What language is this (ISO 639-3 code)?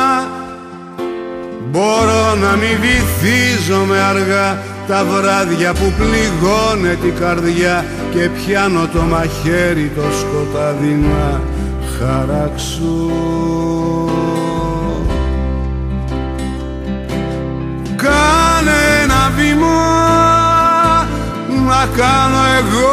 ell